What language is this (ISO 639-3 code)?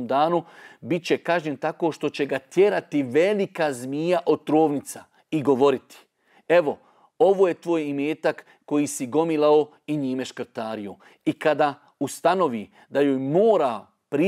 bos